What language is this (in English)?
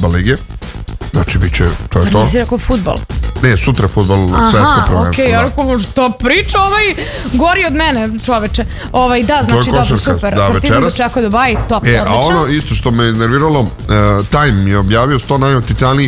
Serbian